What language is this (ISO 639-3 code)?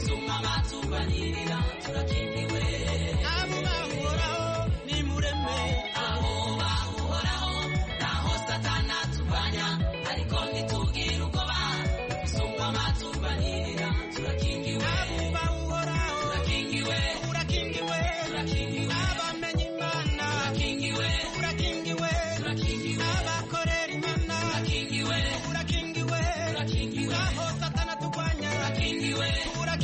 kin